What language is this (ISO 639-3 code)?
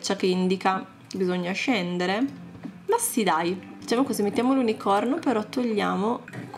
ita